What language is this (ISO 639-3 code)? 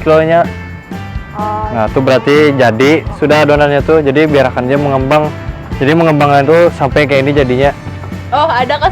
bjn